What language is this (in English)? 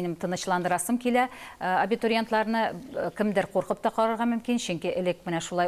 Tatar